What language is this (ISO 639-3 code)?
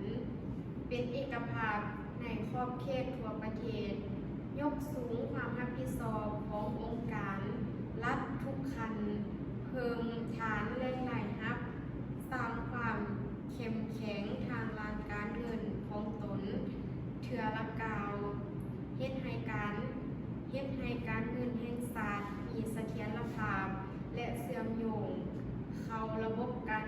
lao